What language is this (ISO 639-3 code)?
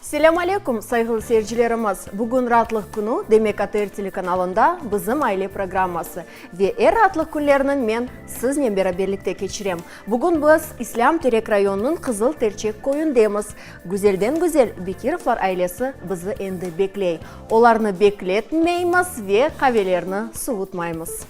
crh